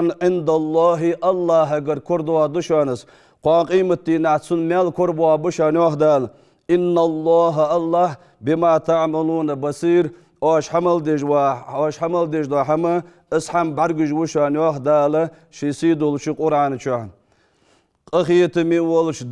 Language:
Ingush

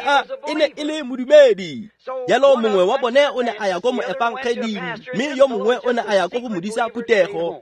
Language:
Tswana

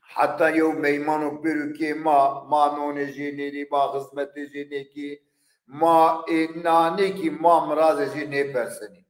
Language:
Zaza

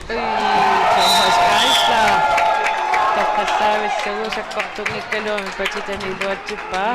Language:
Kalaallisut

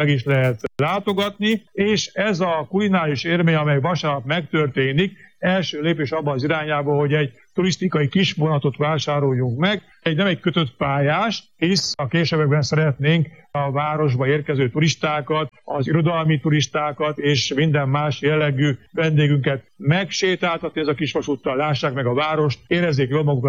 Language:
Hungarian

